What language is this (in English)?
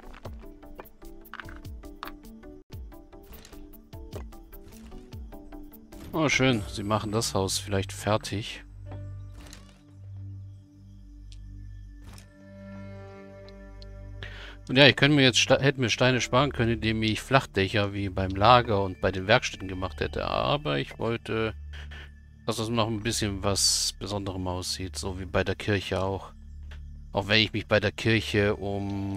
German